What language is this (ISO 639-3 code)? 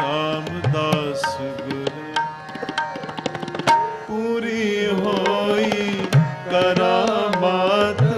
pan